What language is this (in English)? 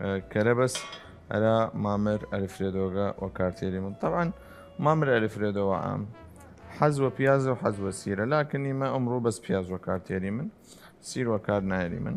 Southern Kurdish